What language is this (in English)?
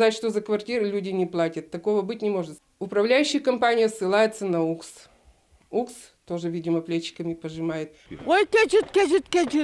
Udmurt